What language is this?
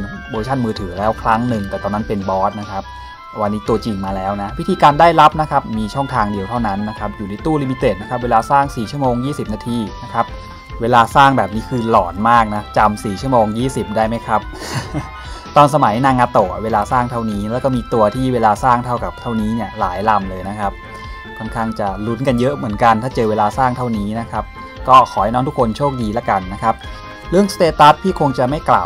Thai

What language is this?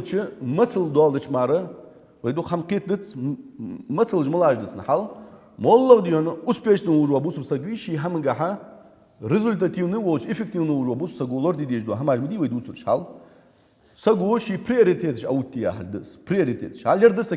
Ingush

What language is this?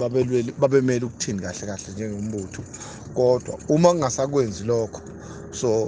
Zulu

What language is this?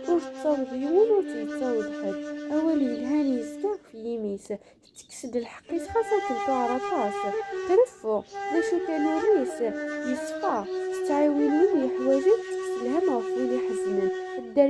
Kabyle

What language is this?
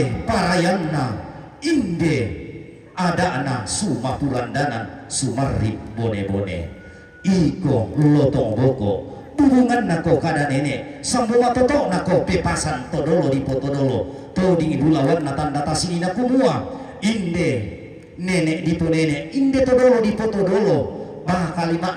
Toraja-Sa'dan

